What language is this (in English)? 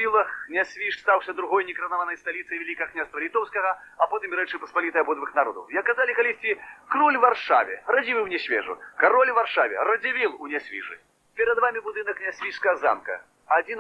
Belarusian